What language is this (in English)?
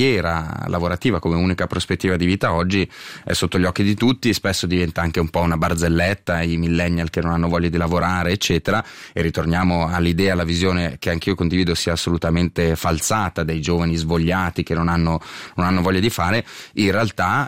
Italian